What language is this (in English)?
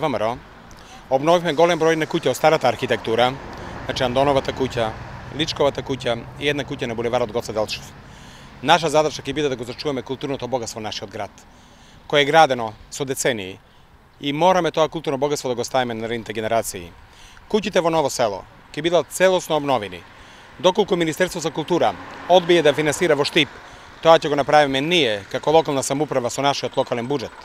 Macedonian